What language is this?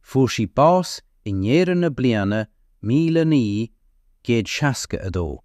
Irish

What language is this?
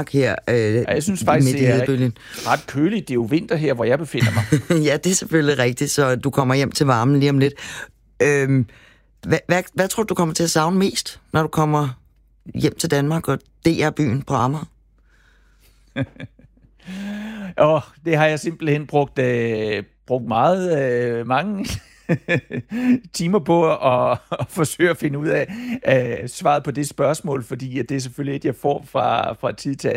Danish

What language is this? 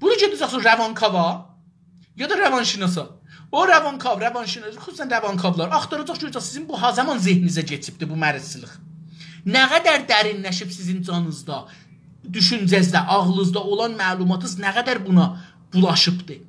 South Azerbaijani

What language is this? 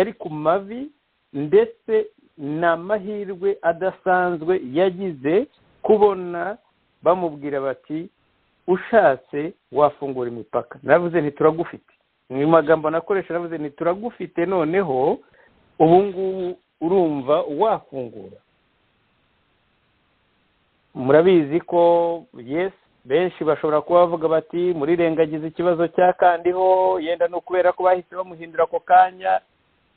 Kinyarwanda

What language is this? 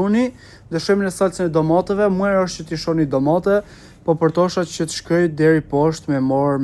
Albanian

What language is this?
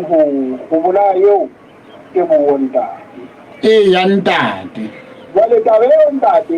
Southern Sotho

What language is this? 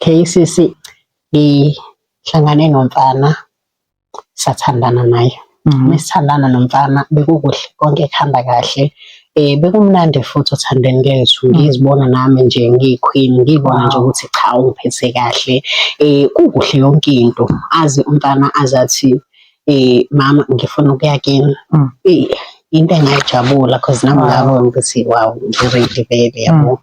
Zulu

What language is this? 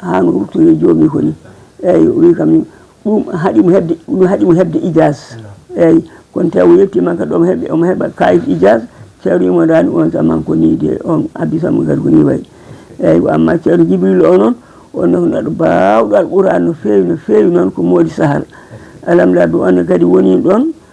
Fula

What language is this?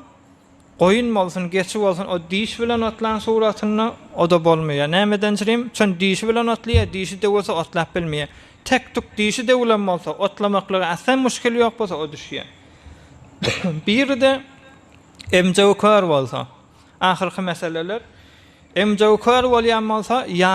Turkmen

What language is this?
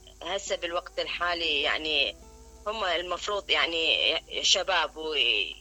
Mesopotamian Arabic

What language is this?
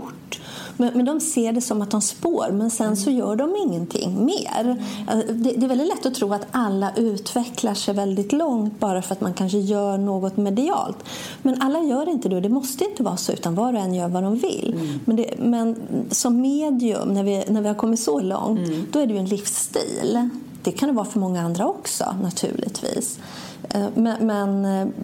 Swedish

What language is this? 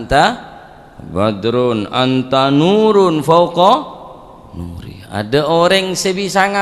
Madurese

